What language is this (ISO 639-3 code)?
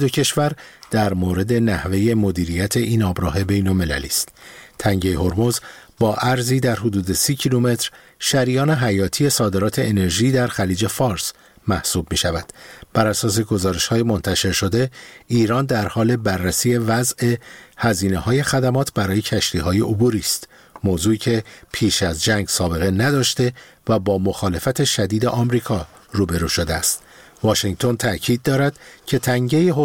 fas